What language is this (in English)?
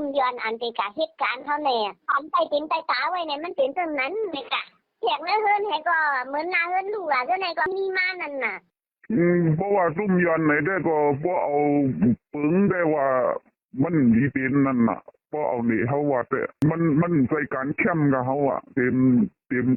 Shan